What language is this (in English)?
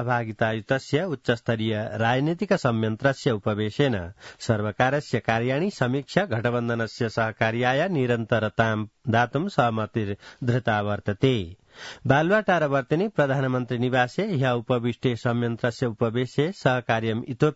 Sanskrit